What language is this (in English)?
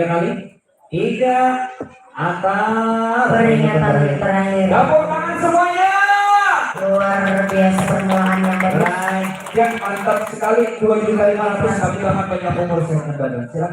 Banjar